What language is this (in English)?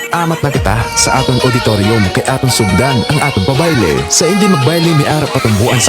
Hiligaynon